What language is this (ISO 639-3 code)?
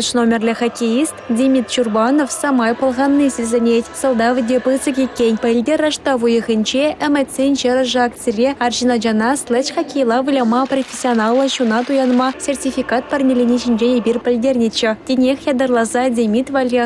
chv